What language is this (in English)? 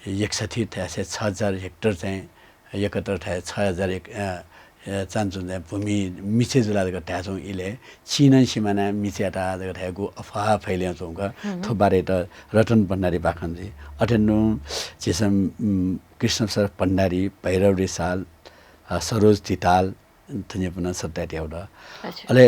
Newari